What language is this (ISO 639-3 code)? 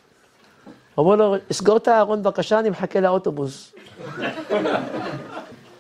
heb